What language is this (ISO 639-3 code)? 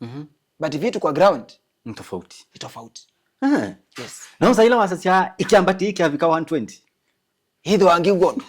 kam